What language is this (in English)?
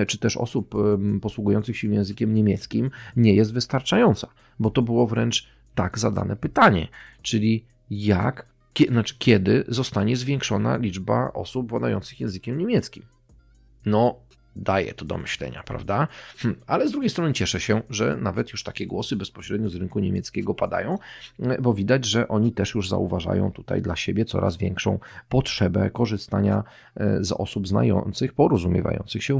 Polish